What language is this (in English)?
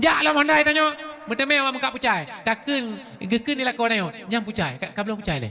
Achinese